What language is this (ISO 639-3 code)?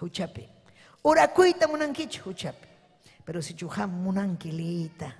quy